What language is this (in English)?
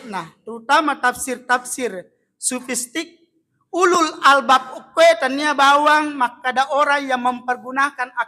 Buginese